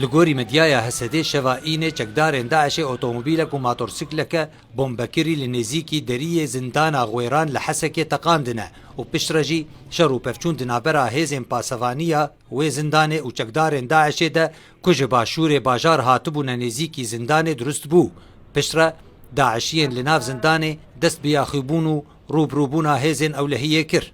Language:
Kurdish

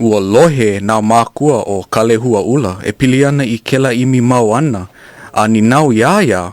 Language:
Hawaiian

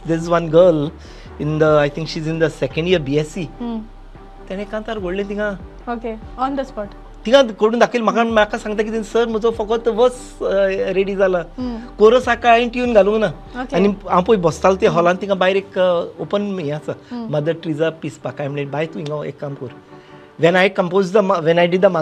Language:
Konkani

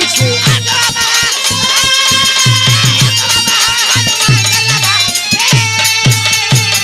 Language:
Bhojpuri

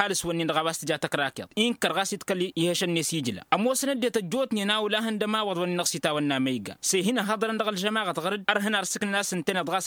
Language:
Tamasheq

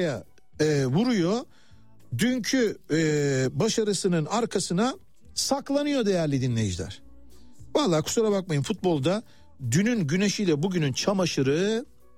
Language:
Turkish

